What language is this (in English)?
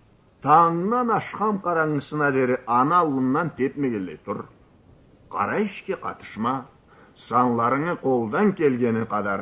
Karachay-Balkar